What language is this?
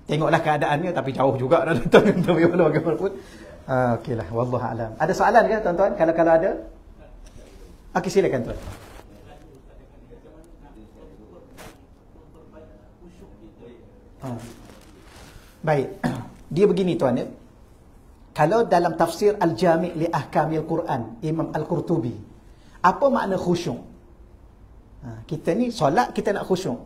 Malay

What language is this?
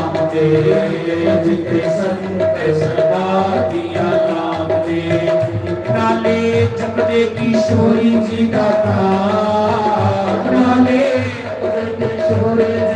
Dogri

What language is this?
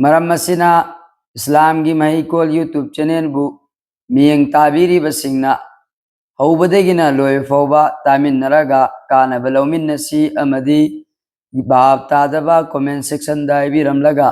Manipuri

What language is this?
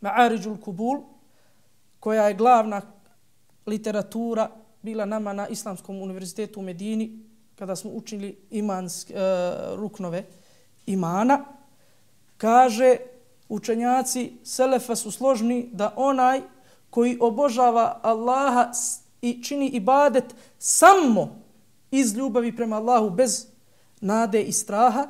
Bosnian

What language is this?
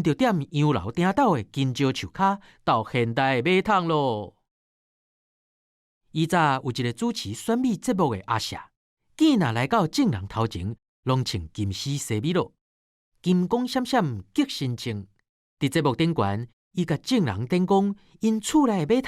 Min Nan Chinese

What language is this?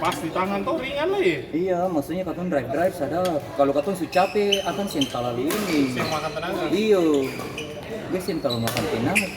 Ambonese Malay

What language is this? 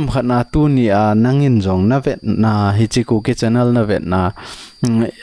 Thado Chin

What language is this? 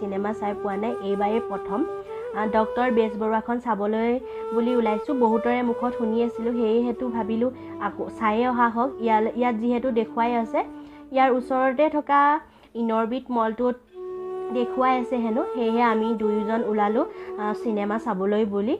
Assamese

